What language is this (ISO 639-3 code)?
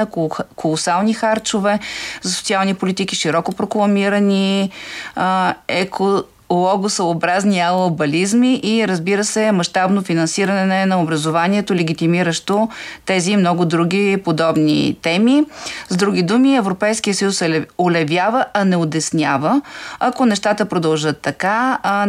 bul